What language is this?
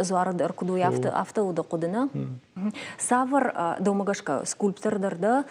Ossetic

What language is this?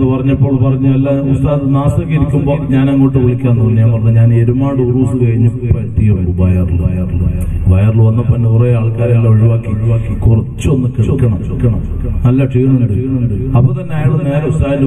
Malayalam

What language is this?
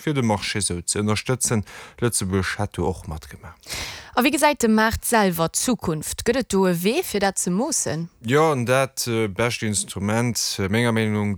Luxembourgish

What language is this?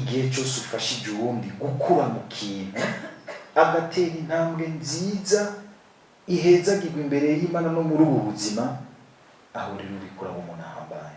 Rundi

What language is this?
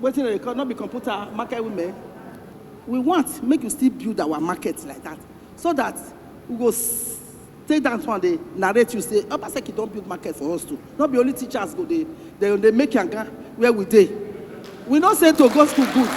Nigerian Pidgin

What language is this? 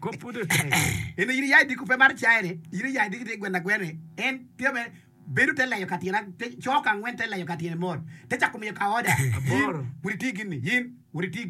Acoli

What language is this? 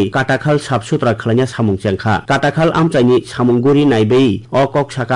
Kok Borok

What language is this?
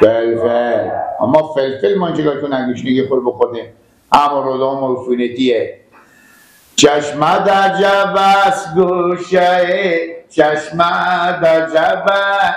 Persian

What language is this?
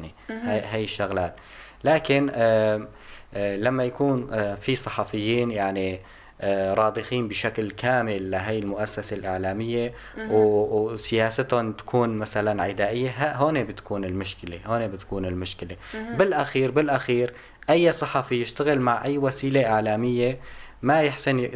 North Levantine Arabic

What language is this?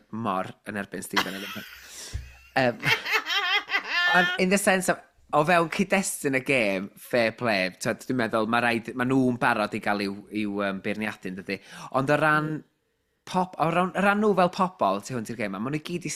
Welsh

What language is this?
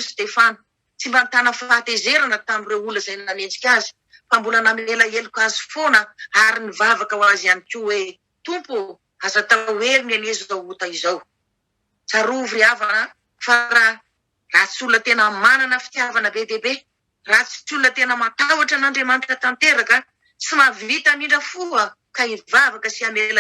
Malagasy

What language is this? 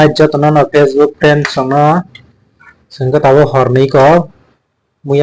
Kok Borok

